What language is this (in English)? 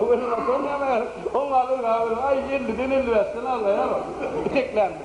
Turkmen